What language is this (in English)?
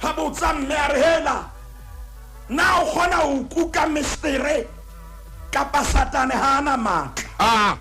Southern Sotho